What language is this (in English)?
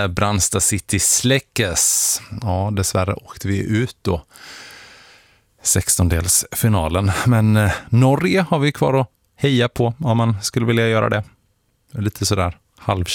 Swedish